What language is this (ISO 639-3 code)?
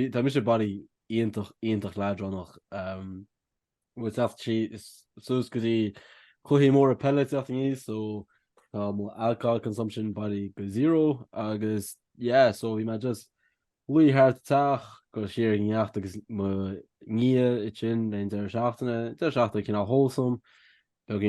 gle